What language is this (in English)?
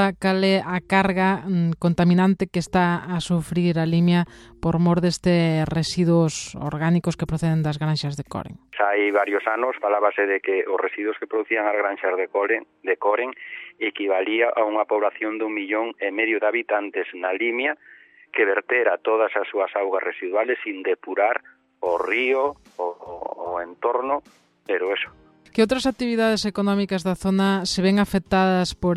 Galician